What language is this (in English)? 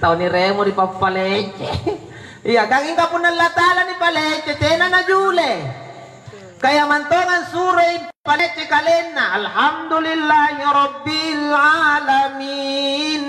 Makasar